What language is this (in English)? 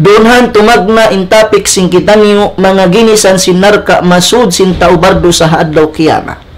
Tausug